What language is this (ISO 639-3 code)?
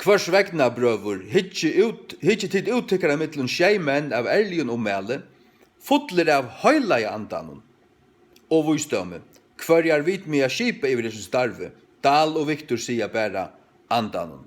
fao